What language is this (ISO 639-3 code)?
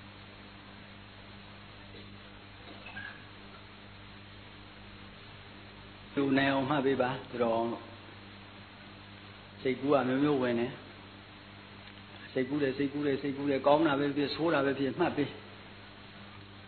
mya